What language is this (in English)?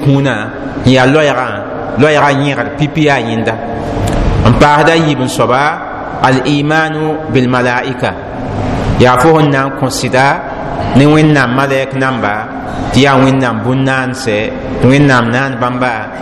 Mossi